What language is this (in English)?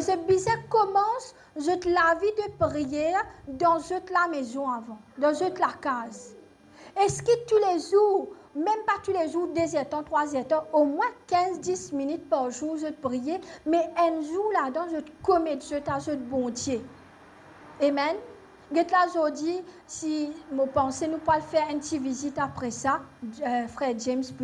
Morisyen